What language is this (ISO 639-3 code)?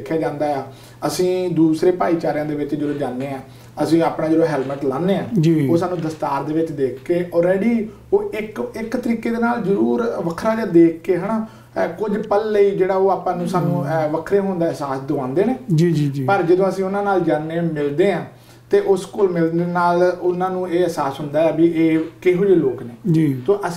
pan